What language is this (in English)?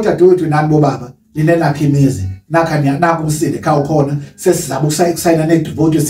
Zulu